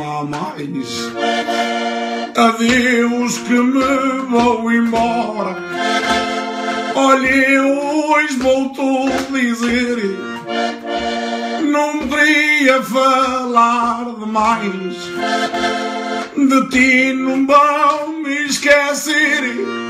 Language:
Portuguese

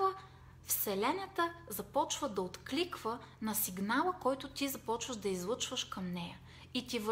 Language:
Bulgarian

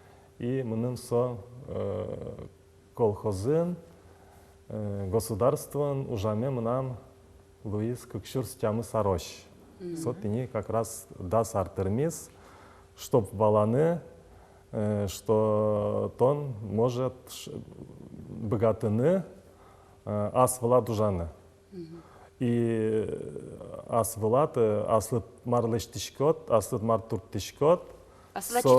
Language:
Udmurt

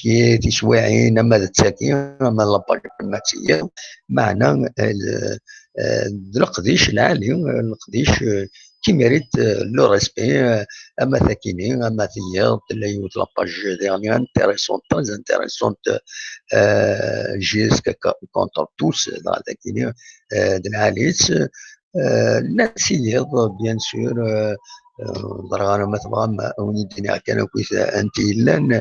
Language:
Kabyle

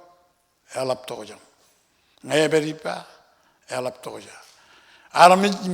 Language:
Marshallese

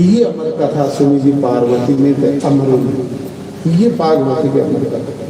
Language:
Dogri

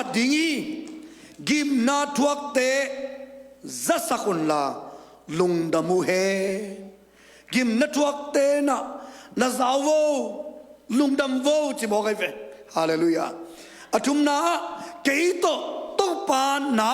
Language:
Tedim Chin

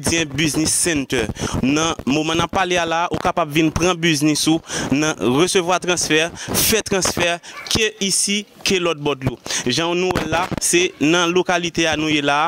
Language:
Haitian Creole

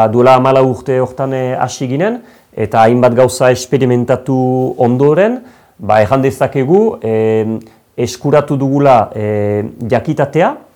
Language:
Basque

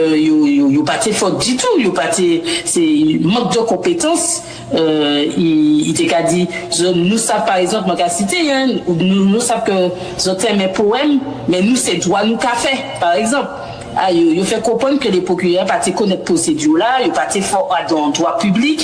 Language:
Guadeloupean Creole French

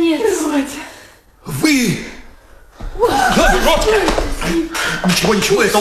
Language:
Russian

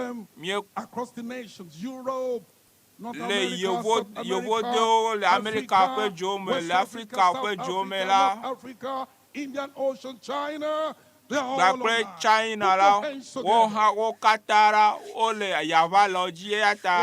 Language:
Ewe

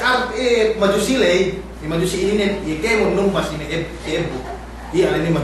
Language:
Yakan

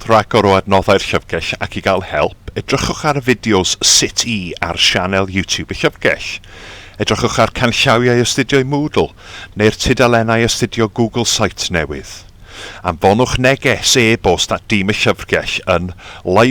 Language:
Welsh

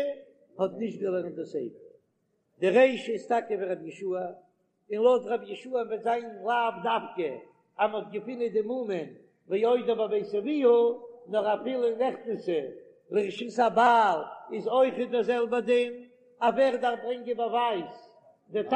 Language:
Yiddish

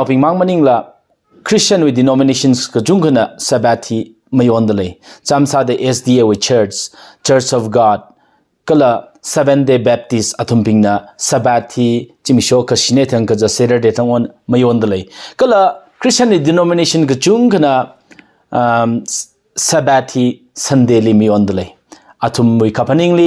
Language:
Tangkhul Naga (India)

